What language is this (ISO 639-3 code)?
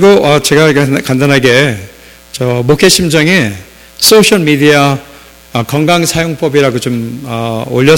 kor